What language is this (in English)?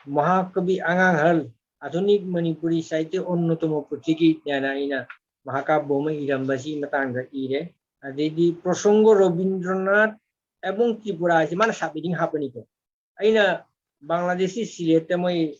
Manipuri